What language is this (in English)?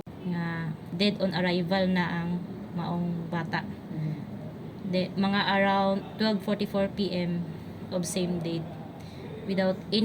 Cebuano